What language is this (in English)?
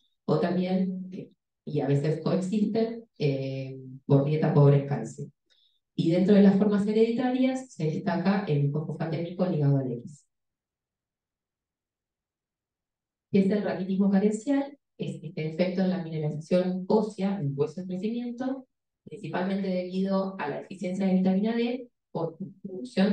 Spanish